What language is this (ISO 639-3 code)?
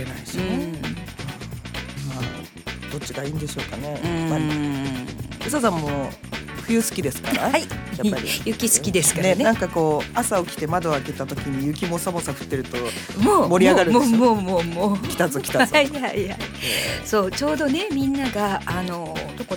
jpn